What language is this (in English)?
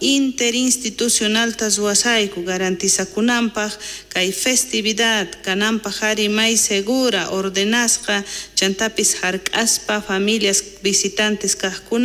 South Bolivian Quechua